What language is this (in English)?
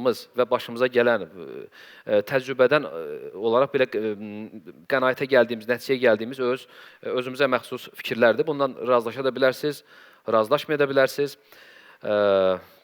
Azerbaijani